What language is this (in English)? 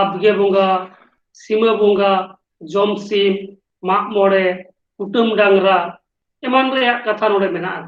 Santali